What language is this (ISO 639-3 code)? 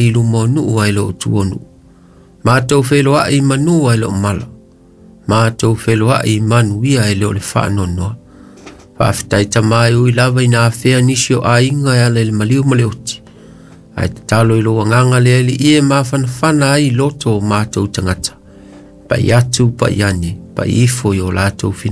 smo